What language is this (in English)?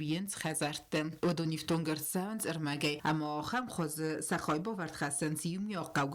Ossetic